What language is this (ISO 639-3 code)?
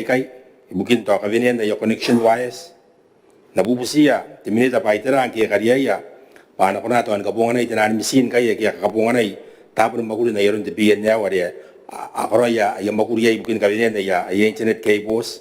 gil